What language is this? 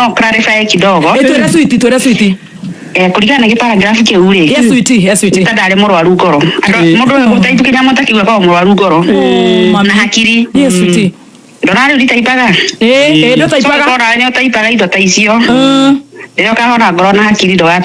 Kikuyu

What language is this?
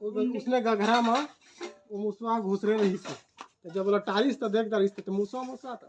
Chhattisgarhi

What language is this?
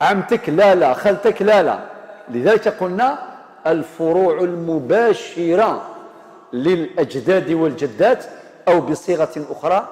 Algerian Arabic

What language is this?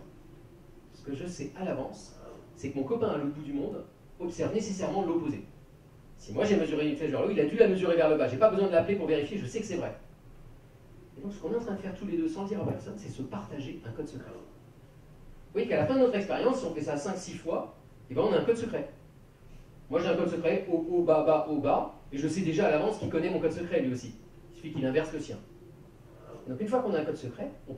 French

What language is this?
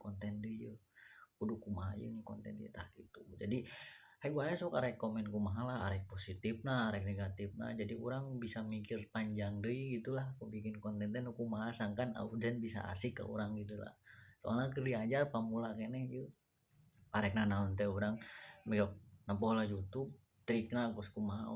Sundanese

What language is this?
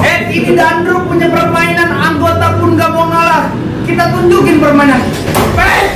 Betawi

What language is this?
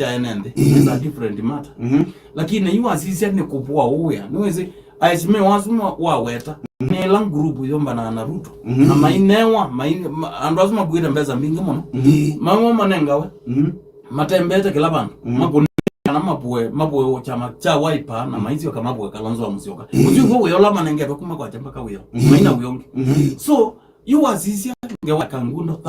Kamba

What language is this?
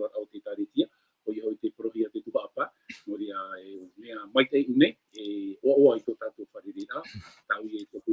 Tahitian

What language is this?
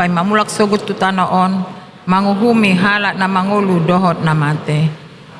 Batak Toba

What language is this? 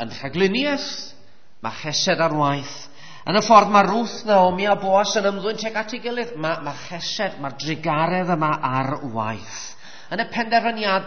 Welsh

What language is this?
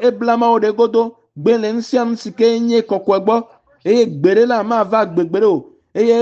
Ewe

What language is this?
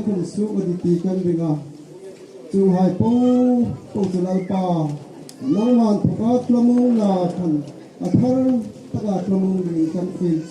Hmar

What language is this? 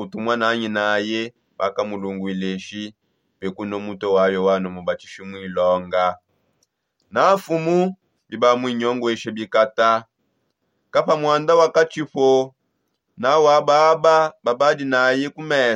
Songe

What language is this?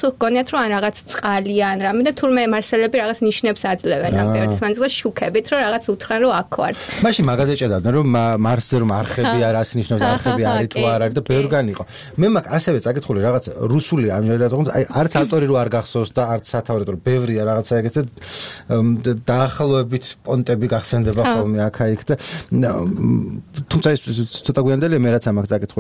Georgian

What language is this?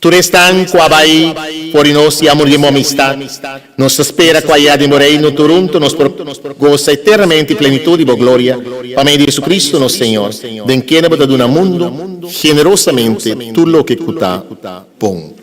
Papiamento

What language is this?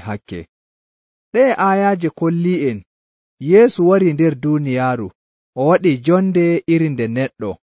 Nigerian Fulfulde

